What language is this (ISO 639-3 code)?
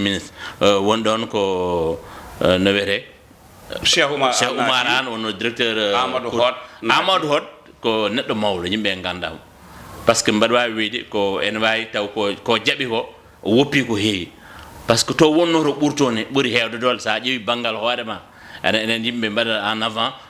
ful